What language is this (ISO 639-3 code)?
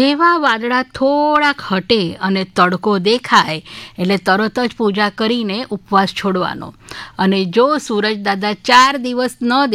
guj